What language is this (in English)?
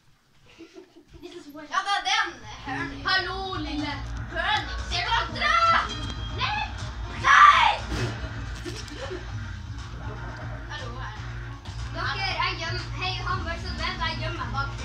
Norwegian